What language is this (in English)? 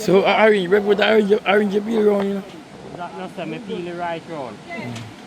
Jamaican Creole English